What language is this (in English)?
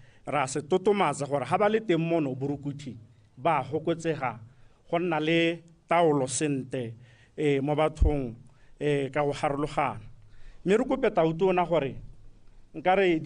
Tswana